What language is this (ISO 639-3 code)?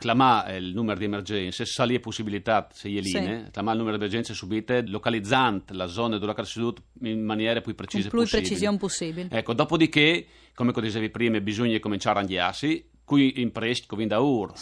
fur